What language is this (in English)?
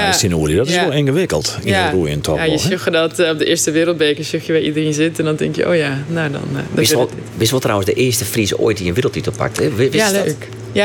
Western Frisian